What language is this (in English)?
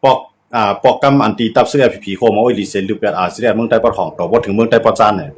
Shan